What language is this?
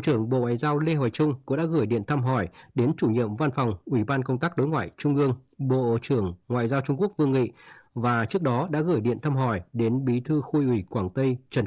Vietnamese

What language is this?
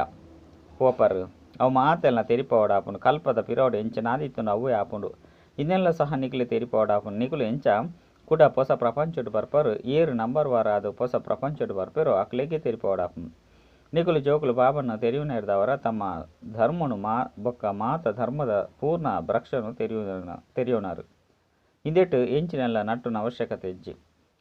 Tulu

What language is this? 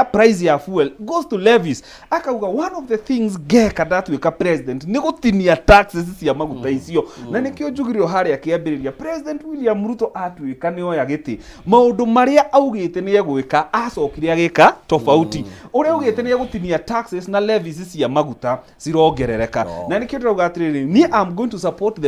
Kikuyu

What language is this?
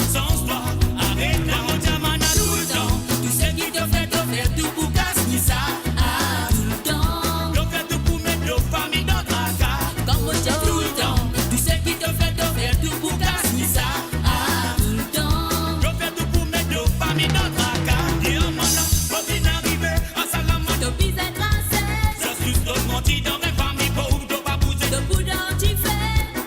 Morisyen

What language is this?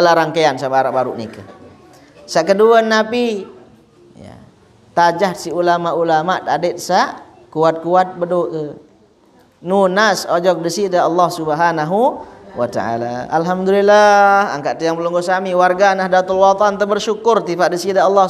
Sasak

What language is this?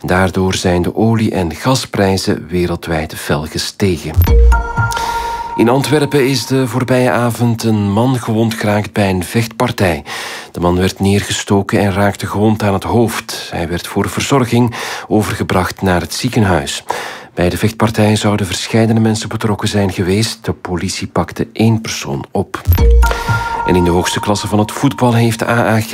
Dutch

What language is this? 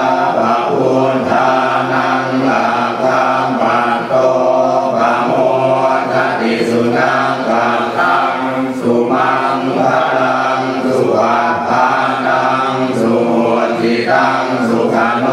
Pali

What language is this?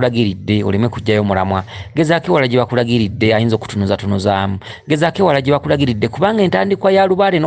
Ganda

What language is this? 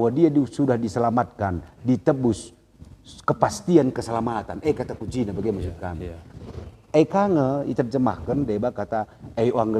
Batak Karo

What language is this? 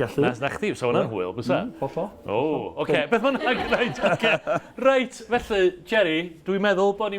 Welsh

